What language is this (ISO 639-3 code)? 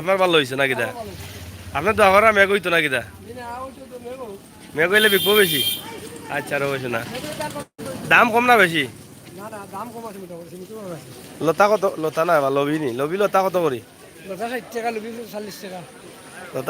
syl